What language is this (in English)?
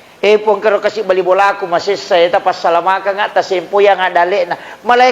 Buginese